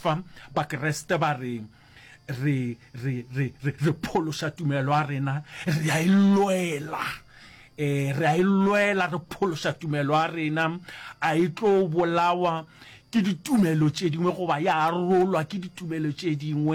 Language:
Northern Sotho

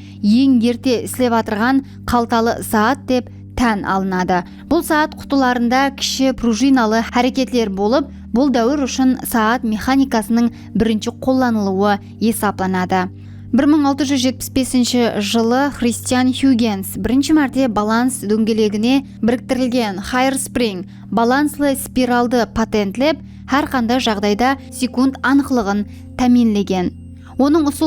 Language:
Kara-Kalpak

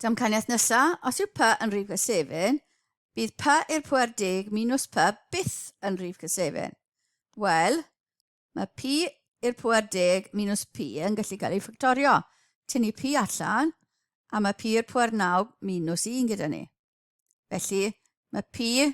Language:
Welsh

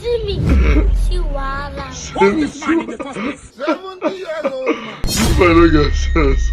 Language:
Nigerian Pidgin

